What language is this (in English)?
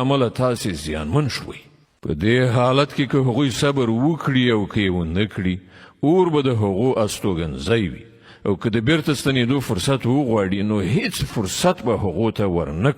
Pashto